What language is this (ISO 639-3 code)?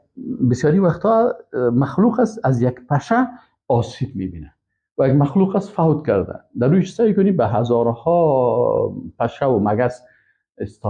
fas